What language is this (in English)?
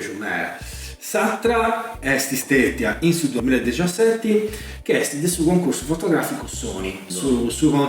Sardinian